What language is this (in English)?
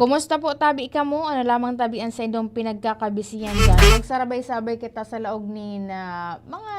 Bikol